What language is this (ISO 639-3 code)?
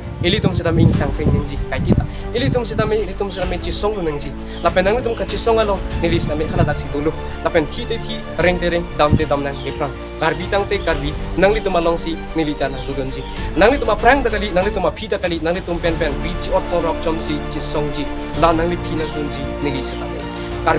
mjw